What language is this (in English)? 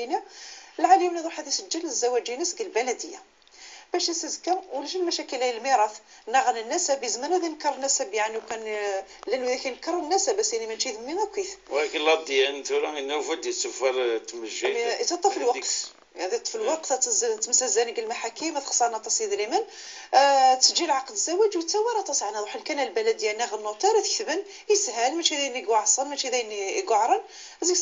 Moroccan Arabic